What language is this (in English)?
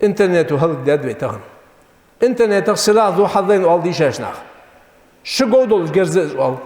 Ingush